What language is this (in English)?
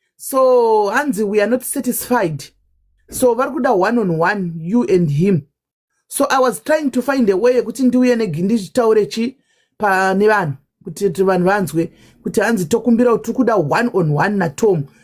Shona